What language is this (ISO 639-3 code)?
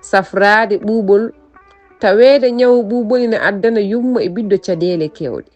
ful